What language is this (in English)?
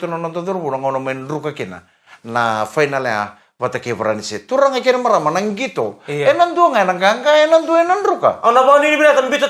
Fijian